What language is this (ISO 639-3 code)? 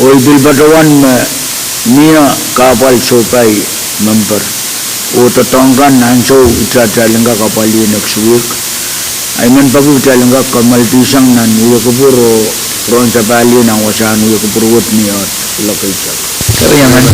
pon